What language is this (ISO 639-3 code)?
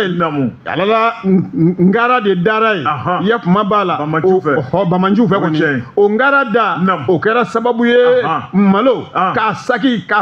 bam